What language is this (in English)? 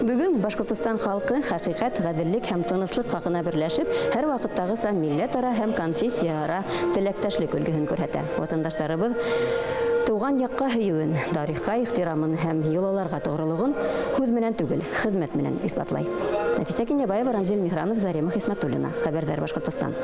Bashkir